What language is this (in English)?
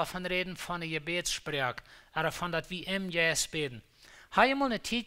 Plautdietsch